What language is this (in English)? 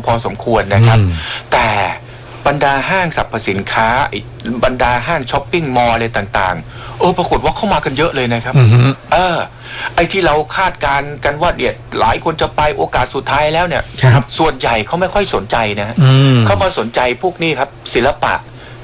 Thai